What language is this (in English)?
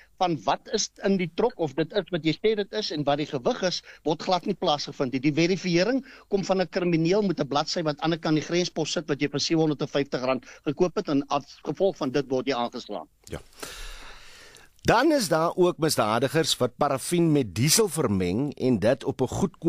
Afrikaans